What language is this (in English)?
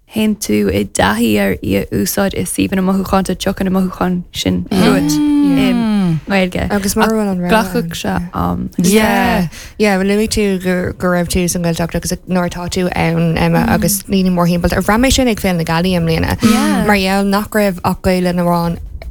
Irish